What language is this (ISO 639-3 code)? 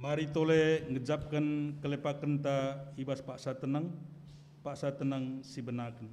btx